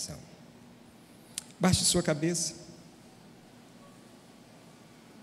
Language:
Portuguese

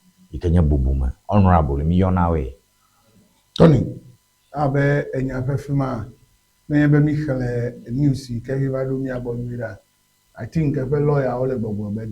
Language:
Ewe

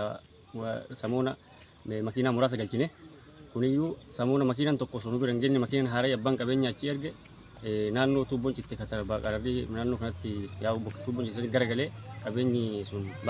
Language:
Oromo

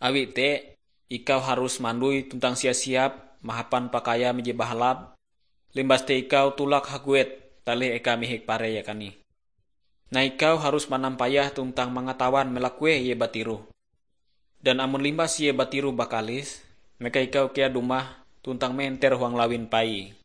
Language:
Ngaju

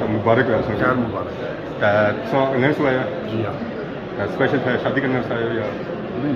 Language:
Pahari-Potwari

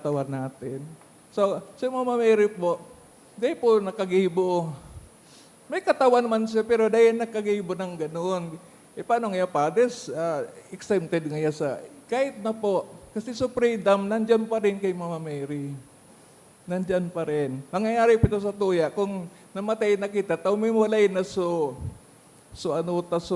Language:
Bikol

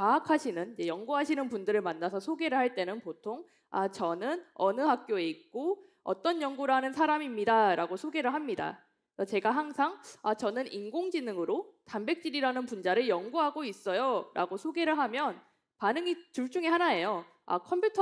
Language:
Korean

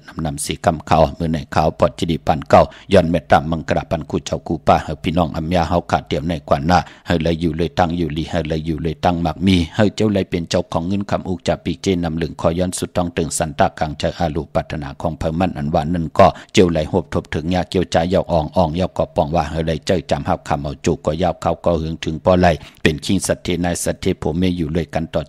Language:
Shan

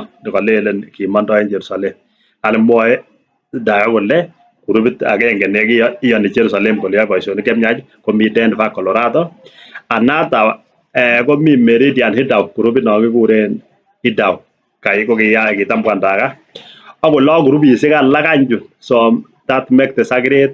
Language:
Kalenjin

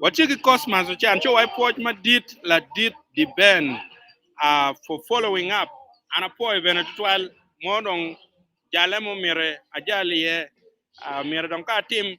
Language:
Acoli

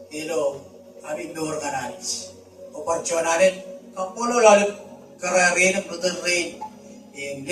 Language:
Marshallese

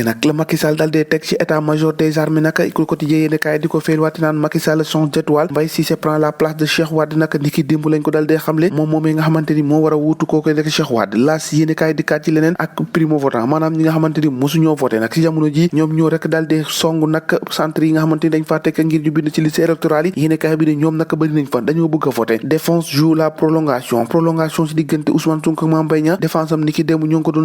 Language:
Wolof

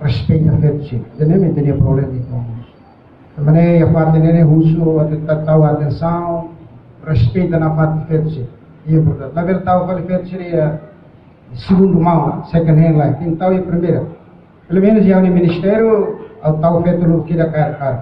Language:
Tetum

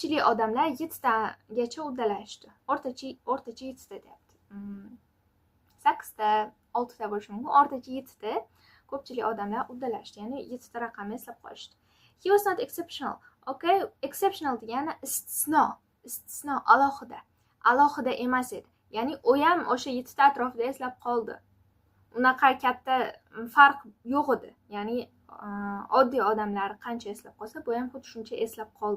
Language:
Uzbek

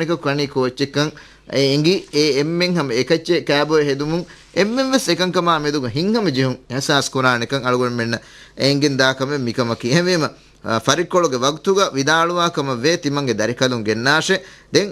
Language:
Divehi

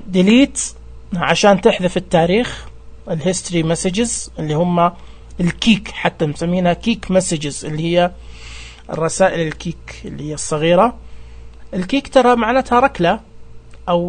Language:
Najdi Arabic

